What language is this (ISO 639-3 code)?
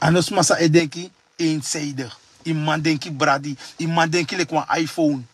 srn